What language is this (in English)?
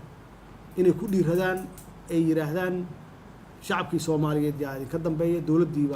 Somali